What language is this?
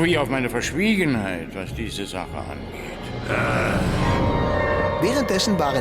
Swiss German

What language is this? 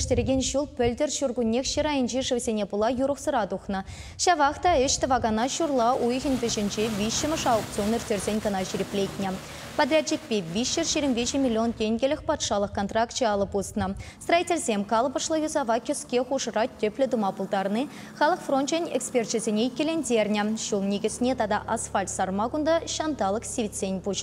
Chuvash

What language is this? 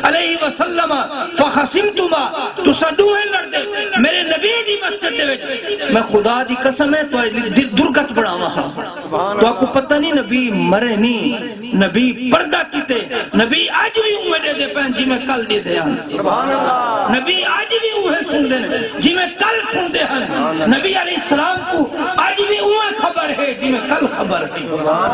Saraiki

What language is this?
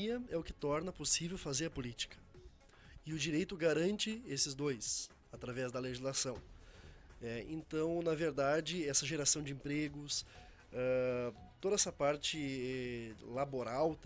Portuguese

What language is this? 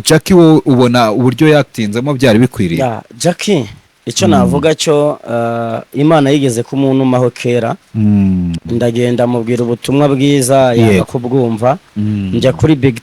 Kinyarwanda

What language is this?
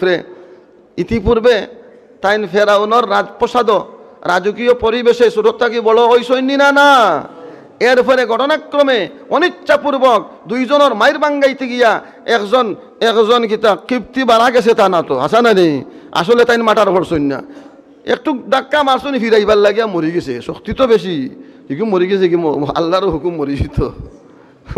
Sylheti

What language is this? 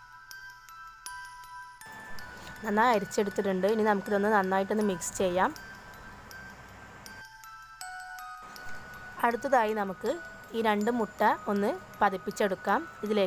Malayalam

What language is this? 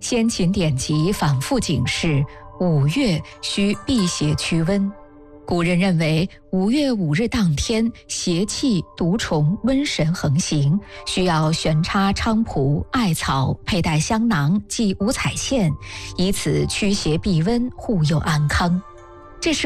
Chinese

